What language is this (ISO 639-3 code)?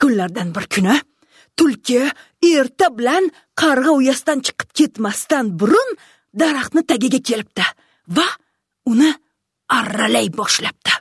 uzb